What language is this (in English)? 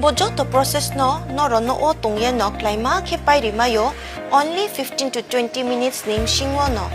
Riang (India)